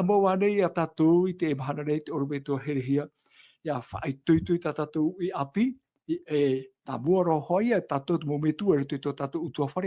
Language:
Tahitian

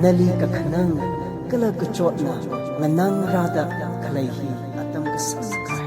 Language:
Tangkhul Naga (India)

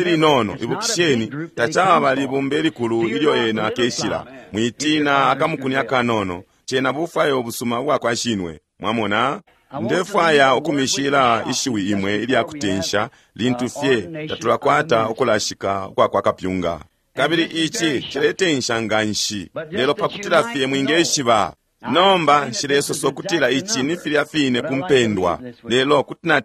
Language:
Bemba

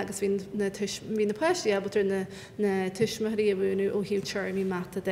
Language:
Irish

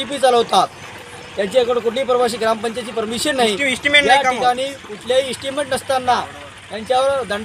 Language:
Marathi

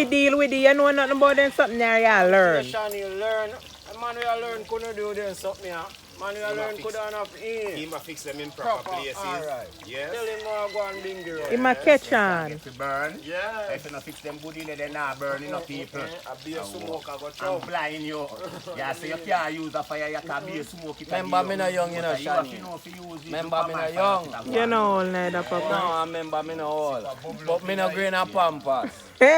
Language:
Jamaican Creole English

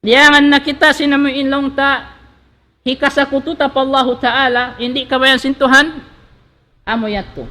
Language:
Tausug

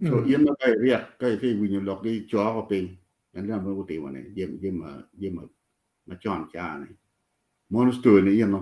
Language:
Acoli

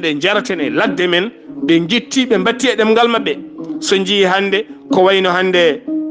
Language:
Fula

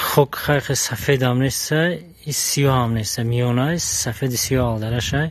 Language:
Tajik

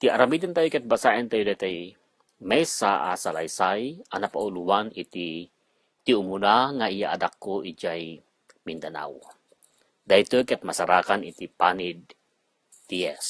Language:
Iloko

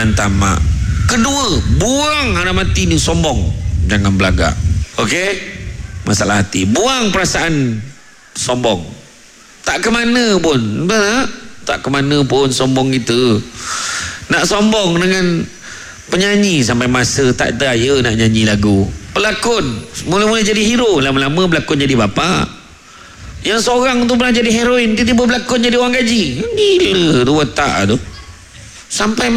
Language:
Malay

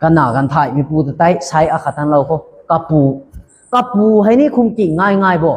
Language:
Rongmei Naga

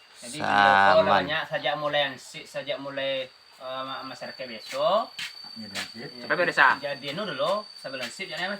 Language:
Minangkabau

